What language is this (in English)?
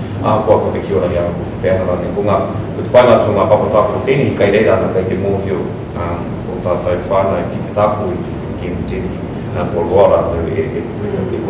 Māori